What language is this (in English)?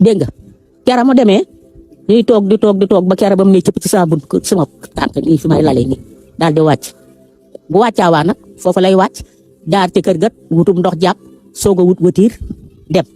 Wolof